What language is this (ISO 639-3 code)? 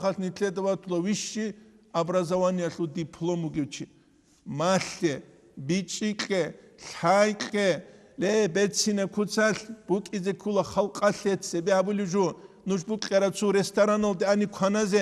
ava